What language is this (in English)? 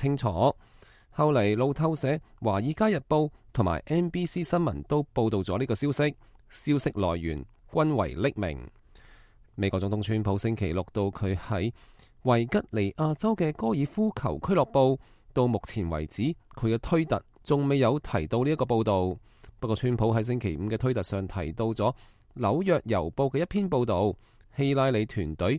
Cantonese